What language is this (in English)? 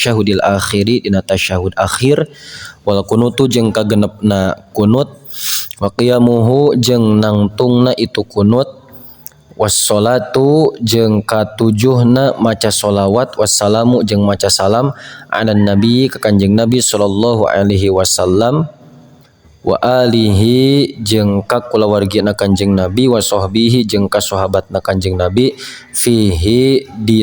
Sundanese